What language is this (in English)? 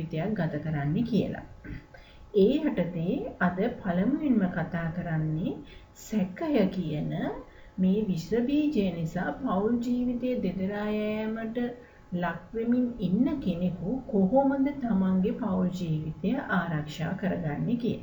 Sinhala